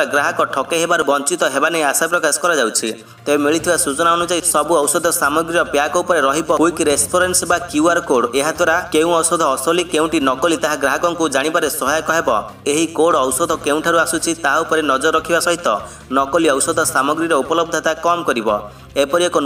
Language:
Odia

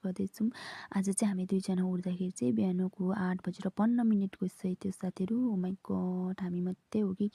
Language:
Nepali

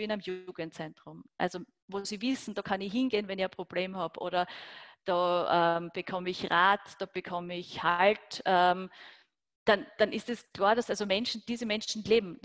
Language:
German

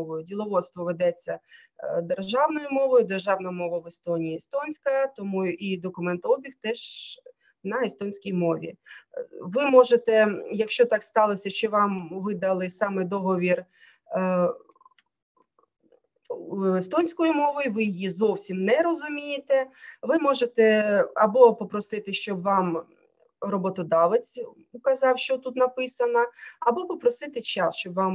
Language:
Ukrainian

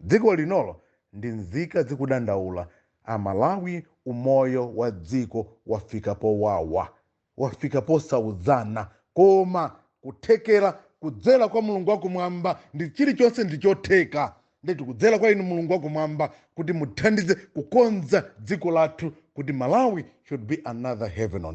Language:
Nyanja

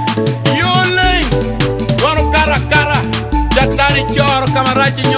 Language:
Acoli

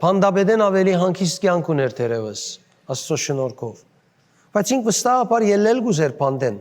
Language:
Western Armenian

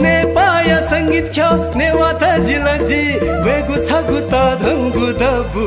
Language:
Newari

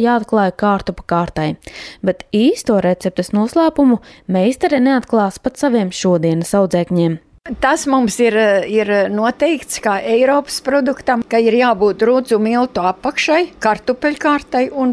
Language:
Latvian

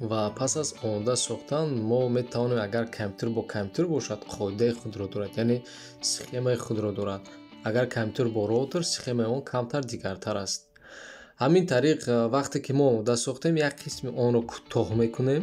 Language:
Tajik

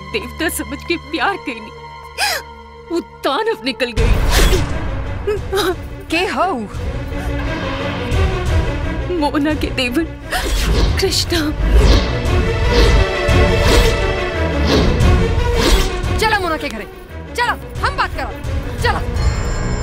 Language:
Bhojpuri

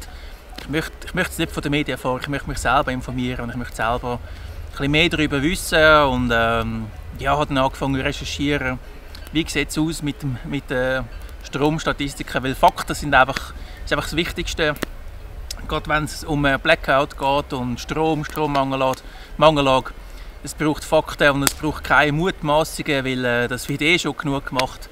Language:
Swiss German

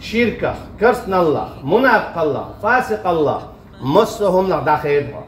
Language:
Chechen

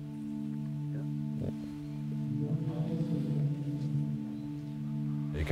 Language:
Dutch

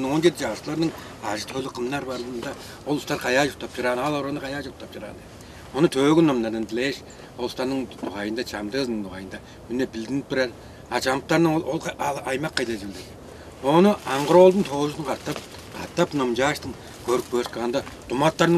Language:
Tuvinian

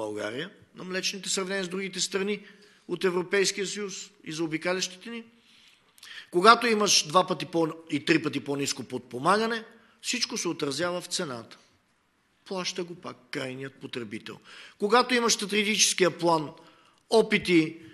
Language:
Bulgarian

